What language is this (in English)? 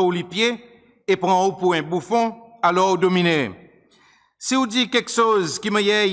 Seselwa Creole French